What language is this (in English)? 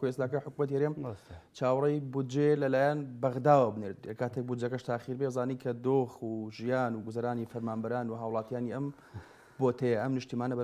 Central Kurdish